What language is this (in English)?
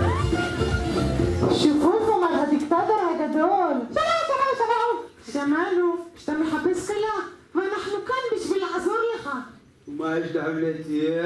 Hebrew